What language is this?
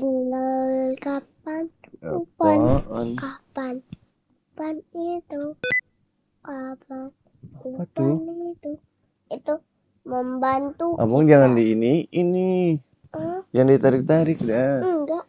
Betawi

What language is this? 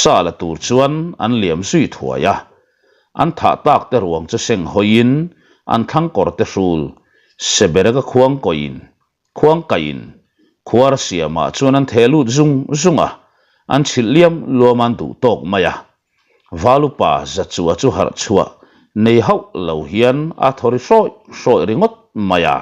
Mizo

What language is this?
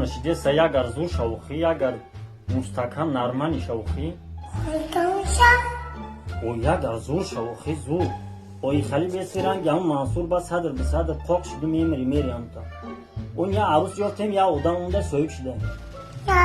Tajik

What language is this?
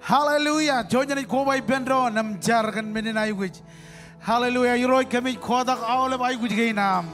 Marshallese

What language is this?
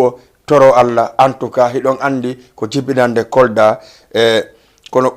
Fula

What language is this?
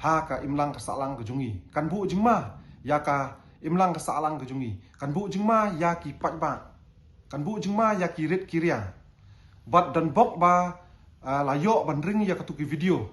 Khasi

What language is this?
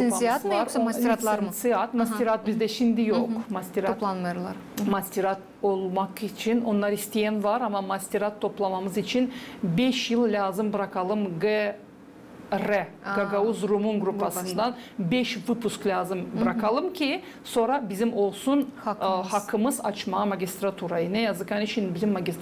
Gagauz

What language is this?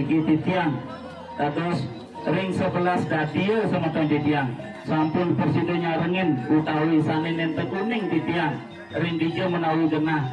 Balinese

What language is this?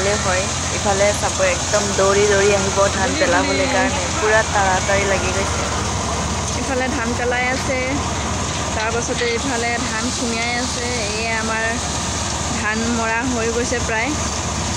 Assamese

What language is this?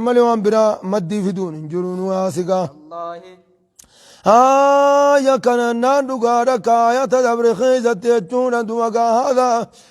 Oromo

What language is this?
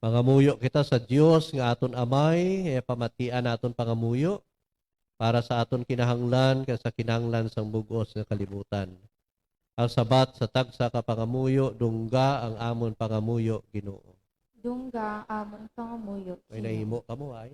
Hiligaynon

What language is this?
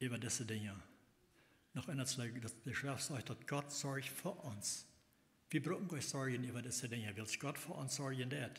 Plautdietsch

